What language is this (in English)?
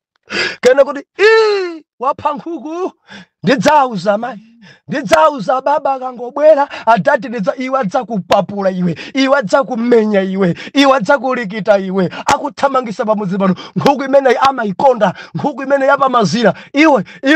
Nyanja